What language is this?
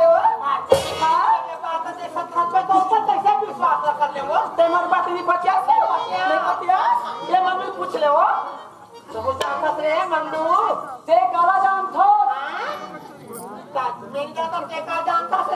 Chhattisgarhi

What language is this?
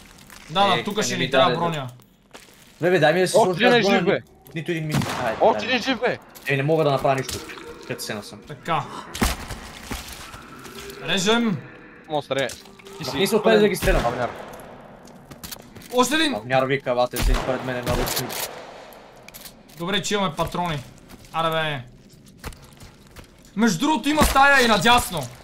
Bulgarian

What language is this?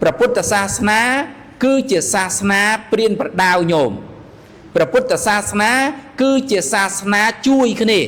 Khmer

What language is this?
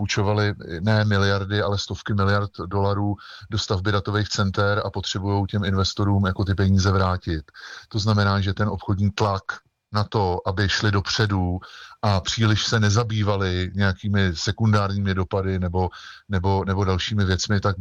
Czech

